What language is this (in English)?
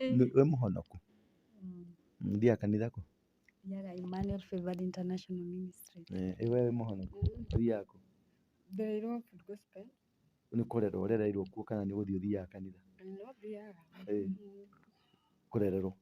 Kikuyu